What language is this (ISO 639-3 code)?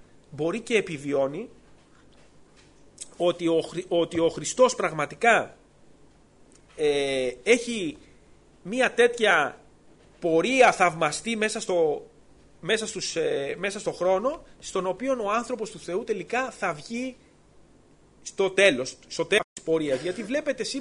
ell